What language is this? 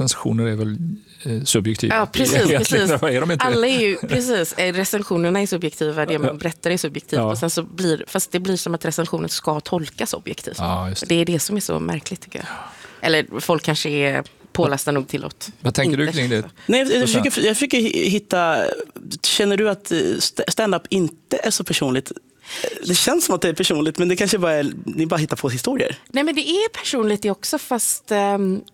Swedish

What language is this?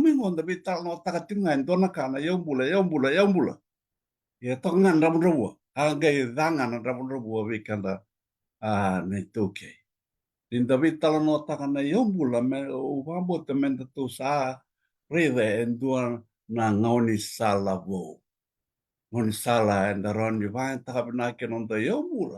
Fijian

